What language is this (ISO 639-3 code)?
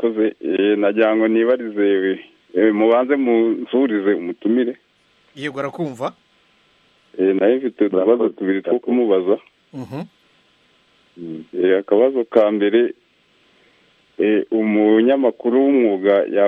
kin